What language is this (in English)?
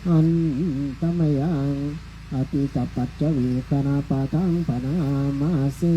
Pali